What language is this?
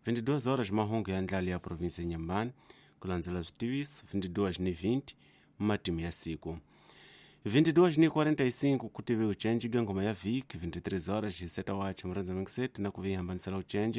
Tsonga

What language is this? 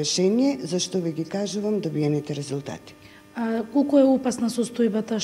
Macedonian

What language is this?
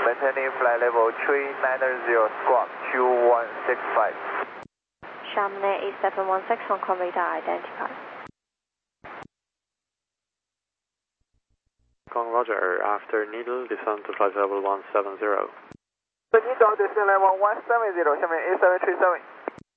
English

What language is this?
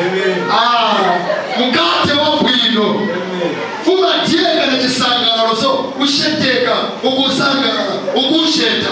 Nyanja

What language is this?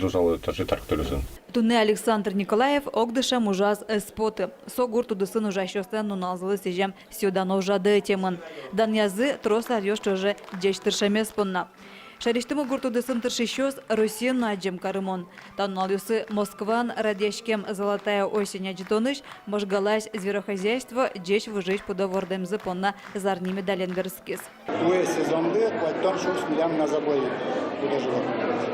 Udmurt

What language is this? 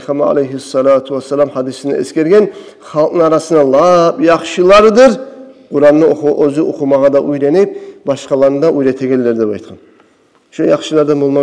Kumyk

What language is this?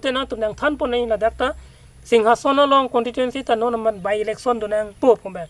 Karbi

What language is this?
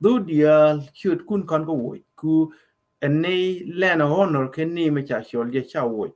Nuer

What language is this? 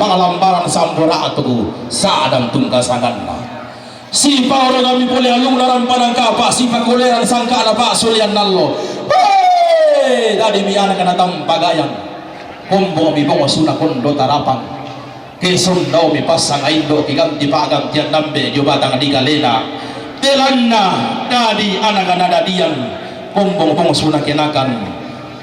Toraja-Sa'dan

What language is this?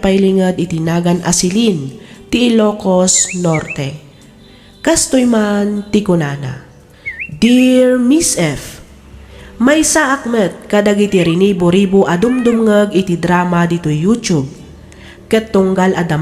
Iloko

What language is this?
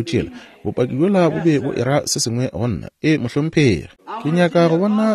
Northern Sotho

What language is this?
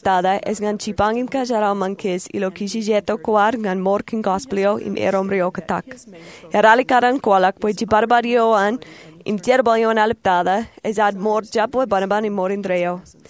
Marshallese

